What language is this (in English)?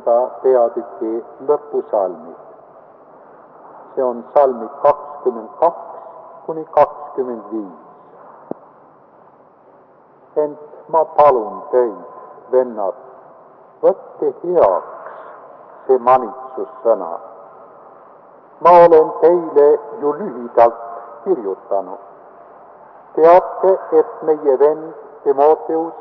Estonian